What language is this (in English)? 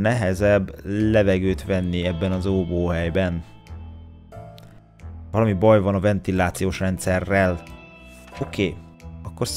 Hungarian